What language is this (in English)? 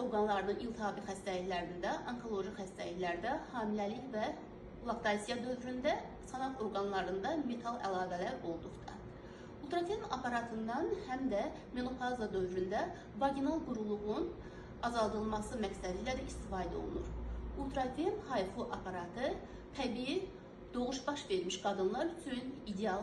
Azerbaijani